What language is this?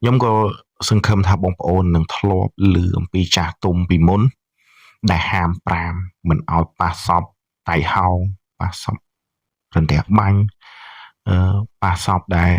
Khmer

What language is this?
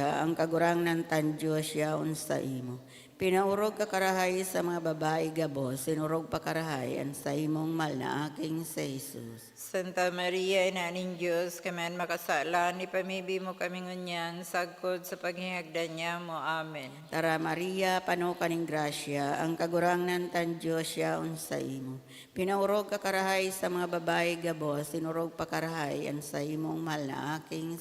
Bikol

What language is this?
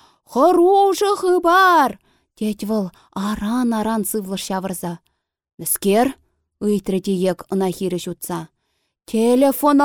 Chuvash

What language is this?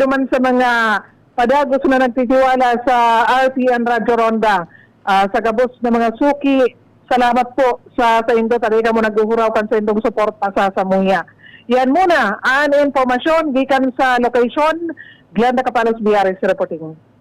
Bikol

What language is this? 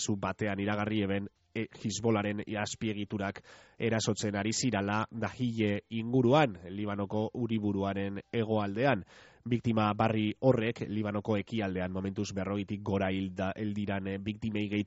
Basque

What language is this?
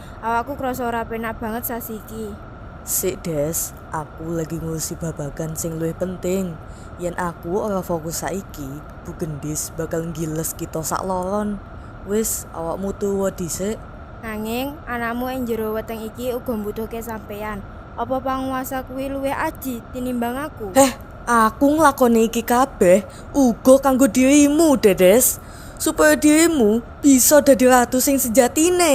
Javanese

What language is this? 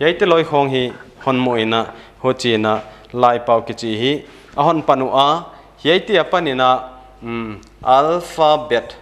Paite Chin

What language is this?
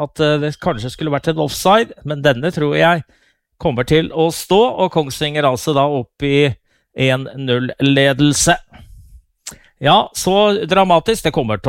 Norwegian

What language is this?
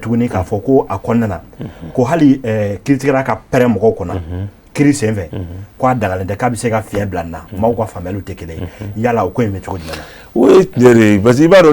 Bambara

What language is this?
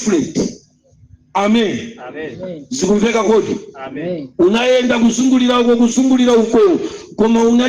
Nyanja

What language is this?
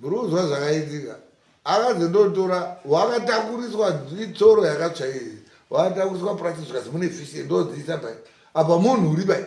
Shona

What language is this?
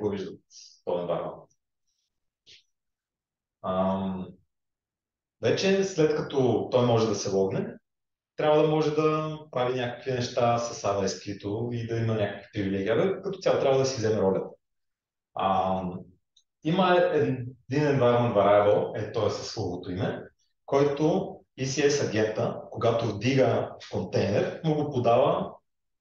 Bulgarian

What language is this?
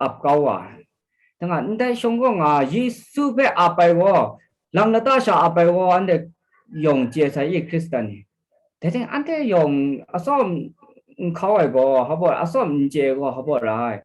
Kachin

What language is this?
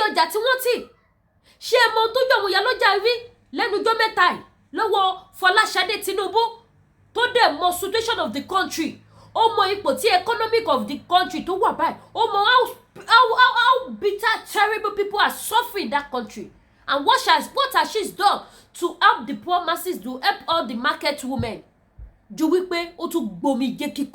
Yoruba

